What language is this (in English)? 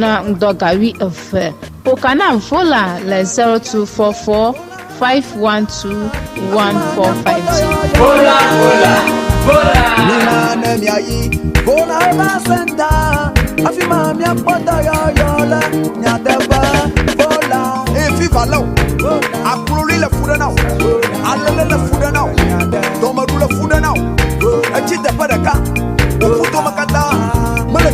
Ewe